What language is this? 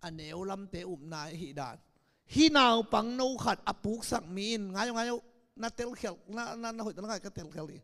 Tedim Chin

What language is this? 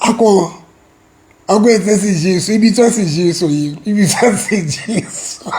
Southern Sotho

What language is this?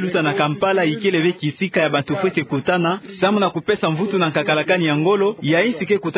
Kituba (Democratic Republic of Congo)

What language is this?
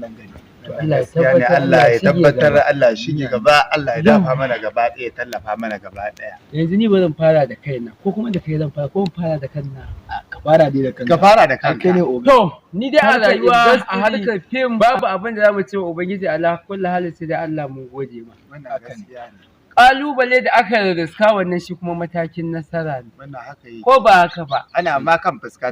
Hausa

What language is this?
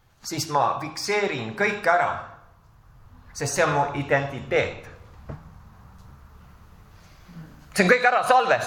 Estonian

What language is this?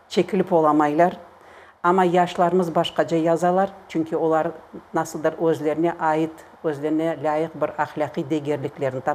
Crimean Tatar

